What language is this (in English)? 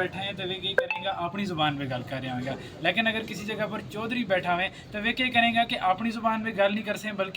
Gujari